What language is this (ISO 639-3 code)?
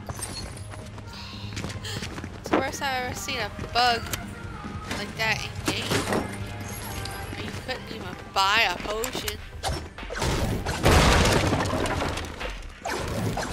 eng